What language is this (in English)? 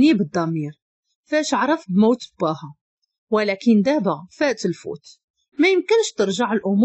Moroccan Arabic